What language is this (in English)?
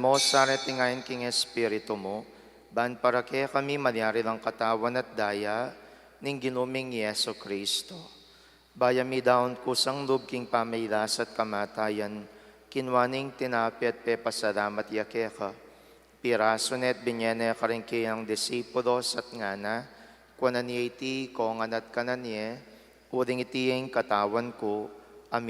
Pampanga